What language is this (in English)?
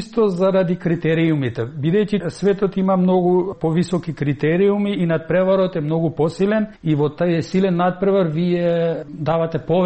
Macedonian